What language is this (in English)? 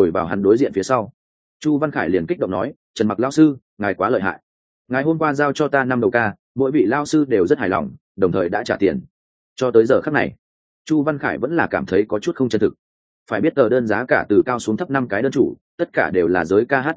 Vietnamese